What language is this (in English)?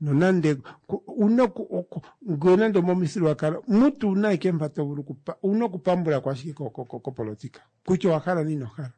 Kuanyama